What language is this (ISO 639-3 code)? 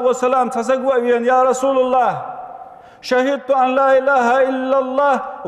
inh